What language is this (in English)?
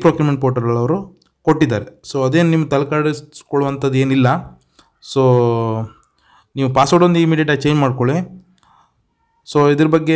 Kannada